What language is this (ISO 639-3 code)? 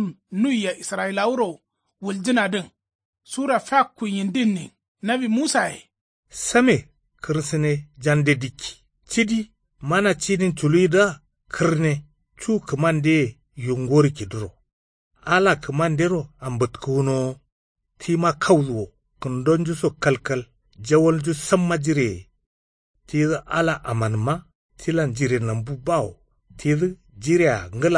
kau